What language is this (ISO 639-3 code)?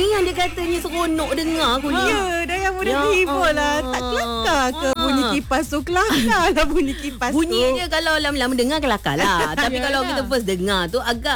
msa